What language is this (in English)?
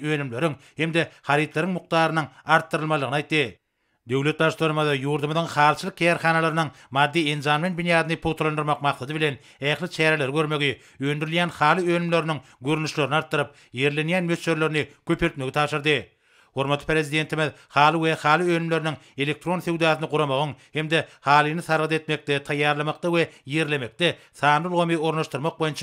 Turkmen